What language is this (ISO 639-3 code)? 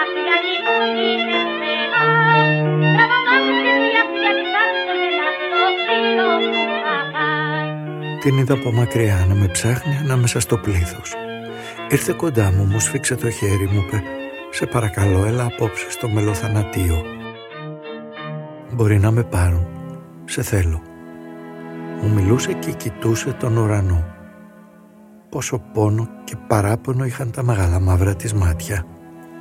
ell